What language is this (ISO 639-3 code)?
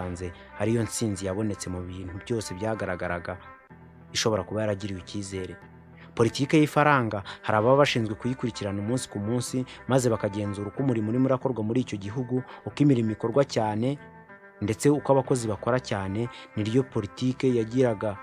kin